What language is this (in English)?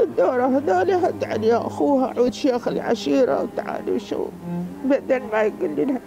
Mesopotamian Arabic